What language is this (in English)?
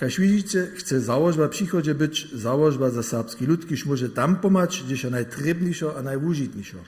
Upper Sorbian